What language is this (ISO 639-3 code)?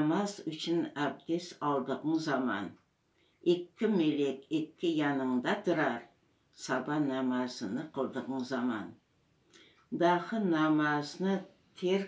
crh